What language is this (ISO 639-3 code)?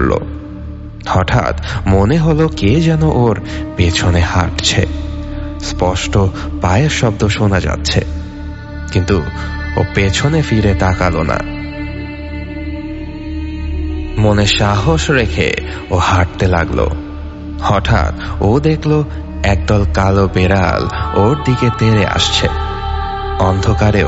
ben